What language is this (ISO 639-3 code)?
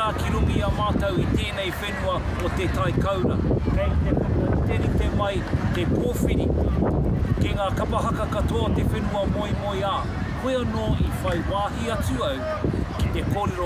mri